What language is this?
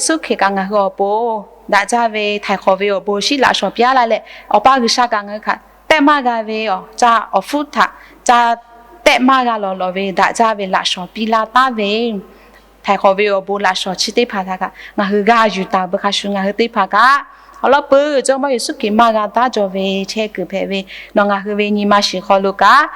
Lahu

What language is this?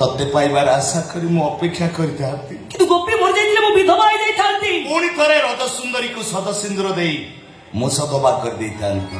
Odia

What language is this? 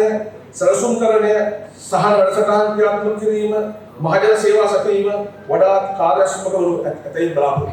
Sinhala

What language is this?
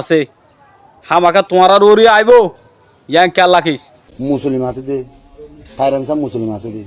Rohingya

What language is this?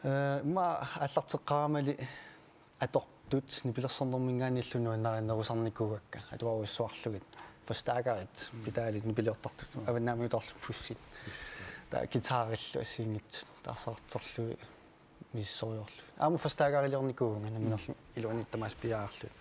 Kalaallisut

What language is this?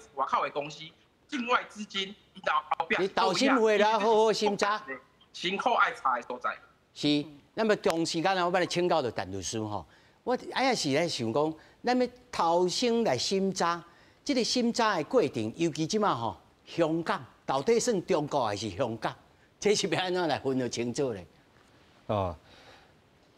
Min Nan Chinese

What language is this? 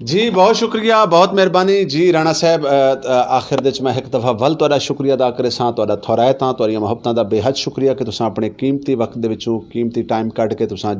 Saraiki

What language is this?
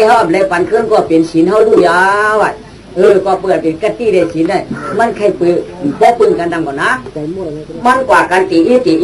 Shan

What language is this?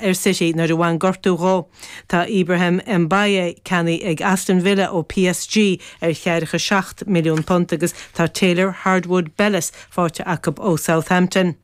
Irish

